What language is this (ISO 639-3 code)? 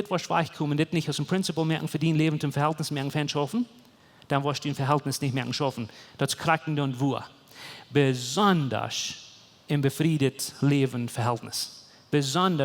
pdt